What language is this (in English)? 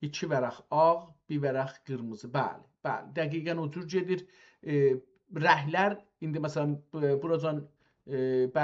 South Azerbaijani